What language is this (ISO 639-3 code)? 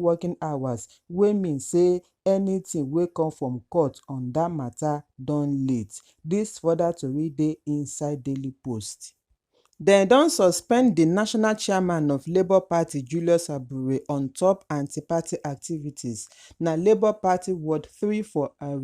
pcm